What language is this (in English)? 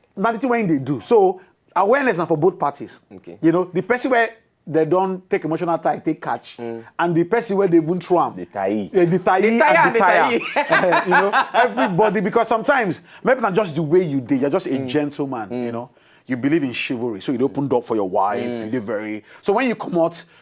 Nigerian Pidgin